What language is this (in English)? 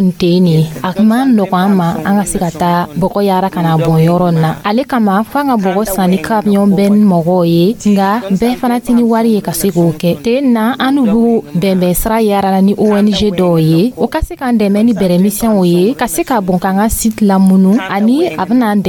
Dyula